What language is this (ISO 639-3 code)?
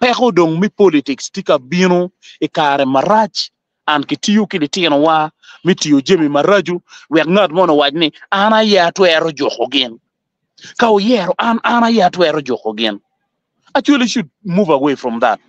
ach